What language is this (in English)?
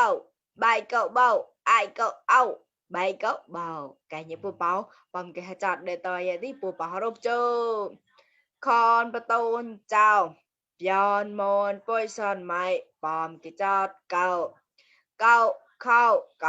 Mon